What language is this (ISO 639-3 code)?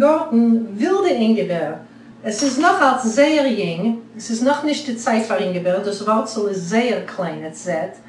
yid